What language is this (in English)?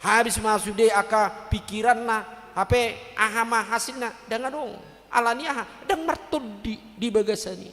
Batak Toba